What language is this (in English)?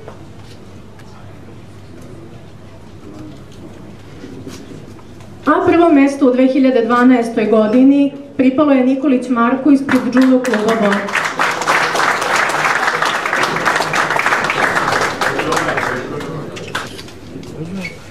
Serbian